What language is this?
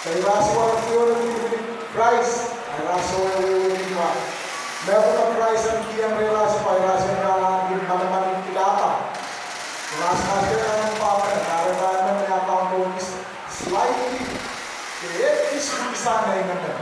Pohnpeian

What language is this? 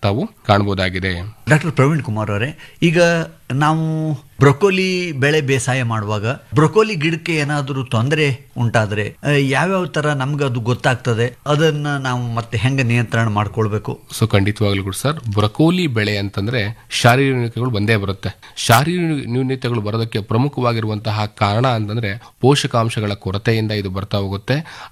Kannada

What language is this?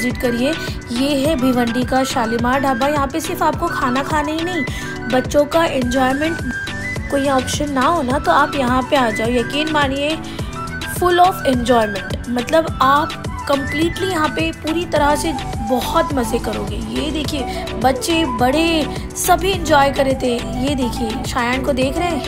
Hindi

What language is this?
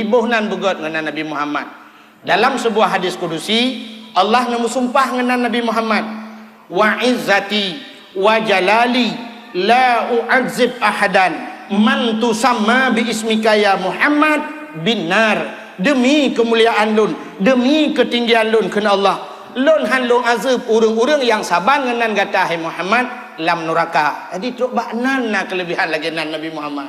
Achinese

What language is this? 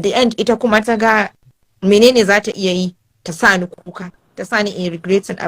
Hausa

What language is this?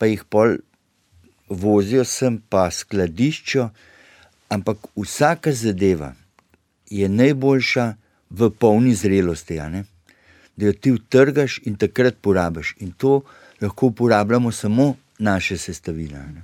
Slovenian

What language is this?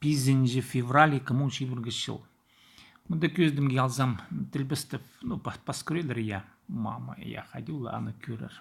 Khakas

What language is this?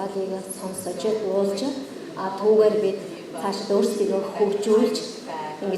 Mongolian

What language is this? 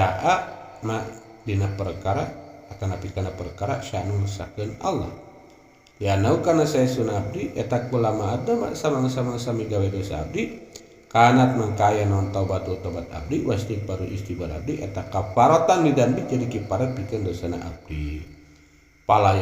Sundanese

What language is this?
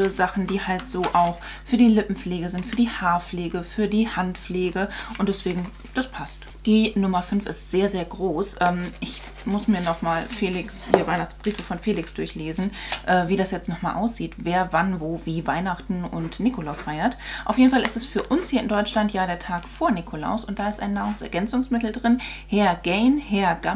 German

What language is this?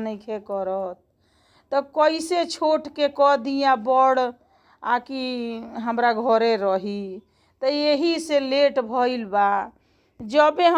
Bhojpuri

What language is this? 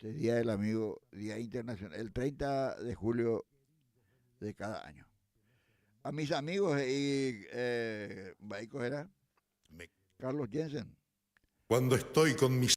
Guarani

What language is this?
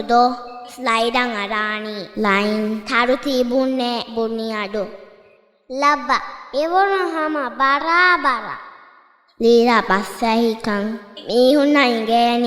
Divehi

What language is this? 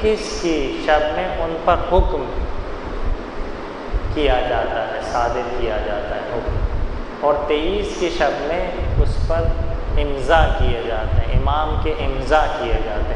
Urdu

